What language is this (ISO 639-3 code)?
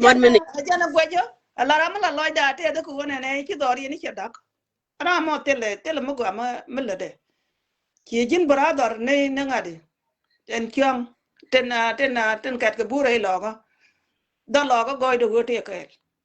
nus